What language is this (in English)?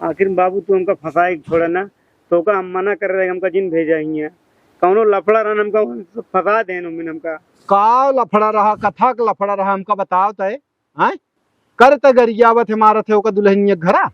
Awadhi